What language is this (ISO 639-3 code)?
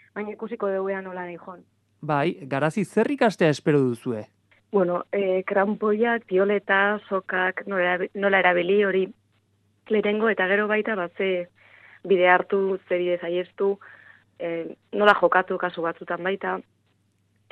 eus